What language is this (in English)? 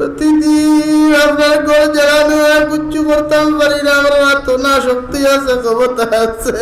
Sylheti